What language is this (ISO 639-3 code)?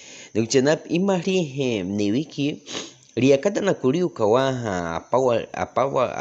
bwi